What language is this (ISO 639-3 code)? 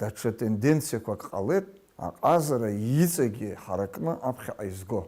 abk